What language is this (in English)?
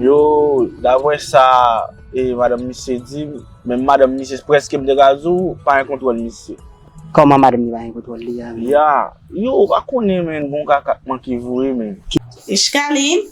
Haitian Creole